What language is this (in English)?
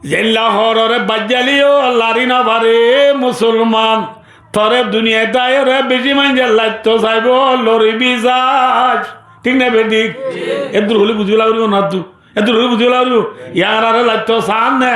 Rohingya